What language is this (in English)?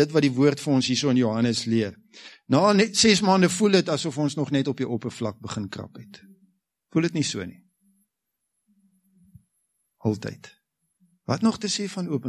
Afrikaans